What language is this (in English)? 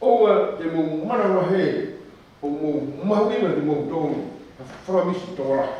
Tongan